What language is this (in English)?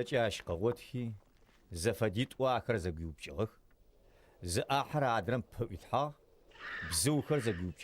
Adyghe